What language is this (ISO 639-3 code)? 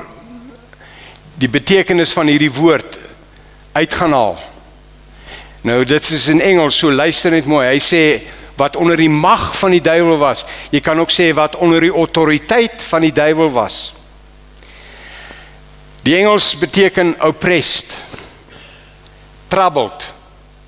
afr